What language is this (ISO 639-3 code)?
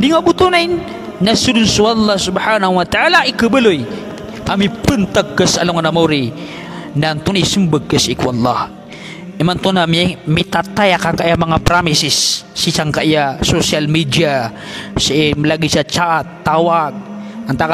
mrw